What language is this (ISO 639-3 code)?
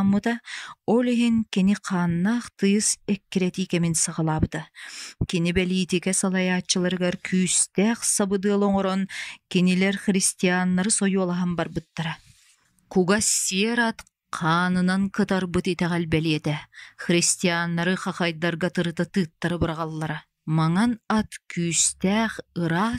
sah